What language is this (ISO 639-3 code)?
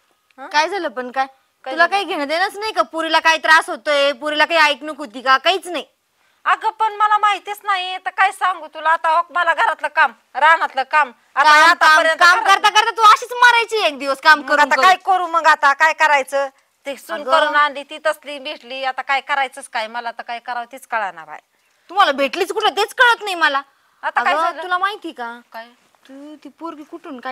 mar